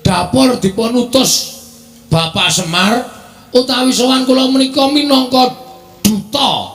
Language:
Javanese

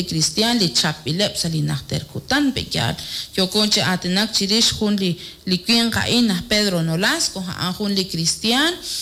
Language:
Kekchí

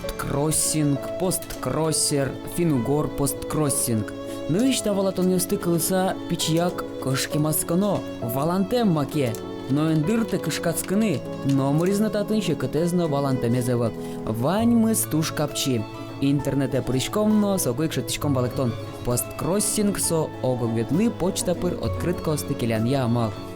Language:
Udmurt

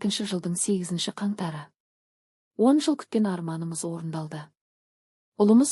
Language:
Kazakh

